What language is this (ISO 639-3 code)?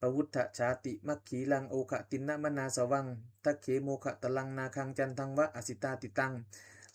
pli